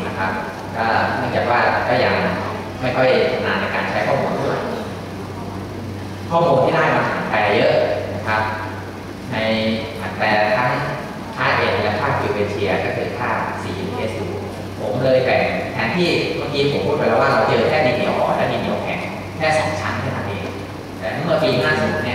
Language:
Thai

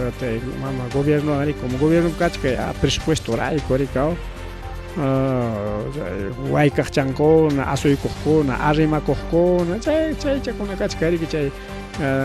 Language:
Ayacucho Quechua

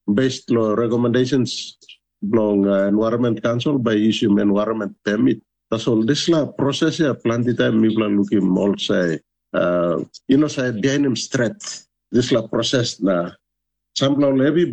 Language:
Tok Pisin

